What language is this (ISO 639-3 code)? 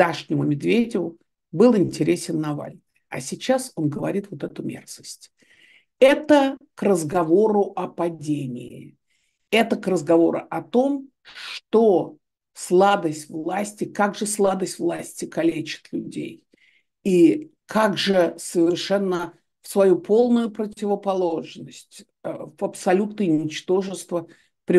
rus